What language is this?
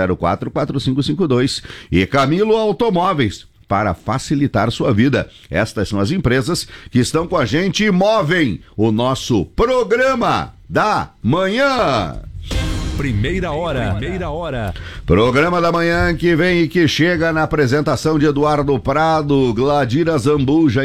Portuguese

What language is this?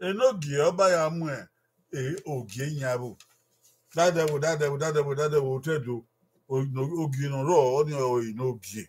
Bini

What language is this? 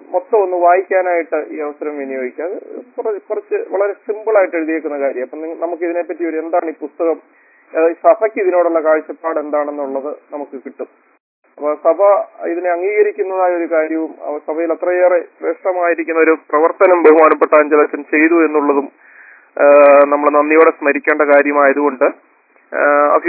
Malayalam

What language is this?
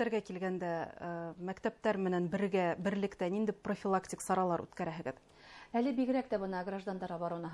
Bashkir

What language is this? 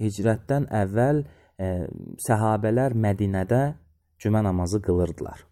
Azerbaijani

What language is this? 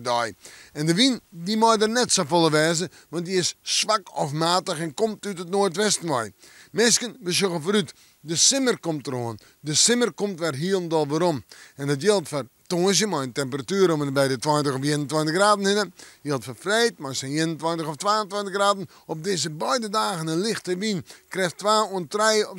Western Frisian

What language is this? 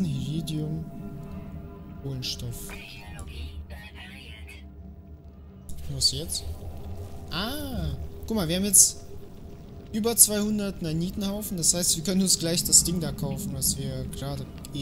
German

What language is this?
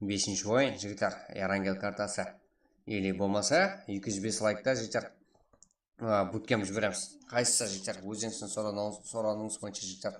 Kara-Kalpak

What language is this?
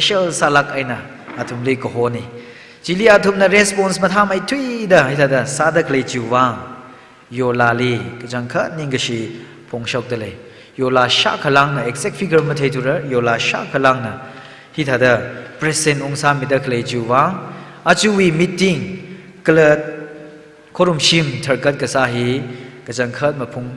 Tangkhul Naga (India)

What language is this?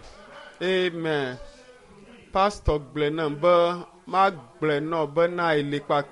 Ewe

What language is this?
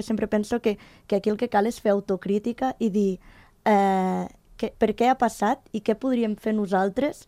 Catalan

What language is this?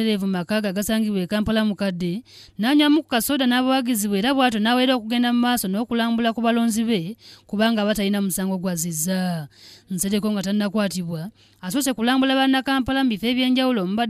Ganda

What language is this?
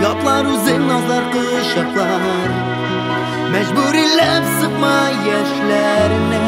Tatar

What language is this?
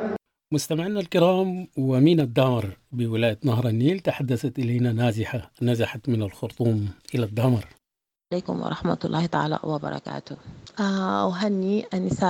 Sudanese Arabic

